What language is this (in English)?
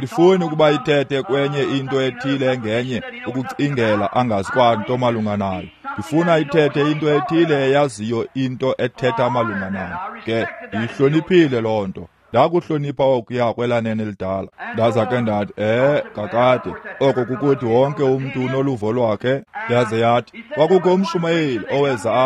Xhosa